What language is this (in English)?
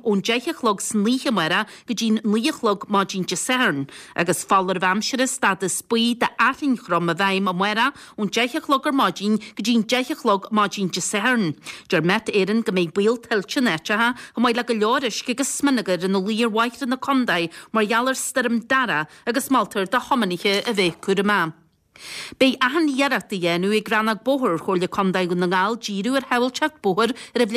Irish